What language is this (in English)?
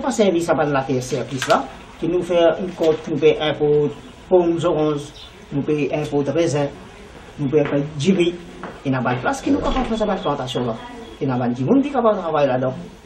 Morisyen